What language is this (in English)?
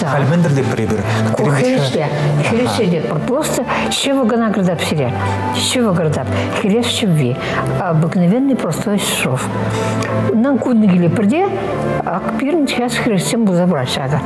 Chuvash